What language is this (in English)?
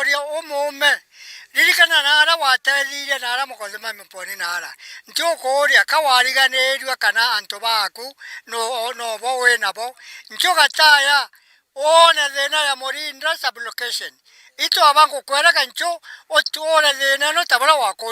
Meru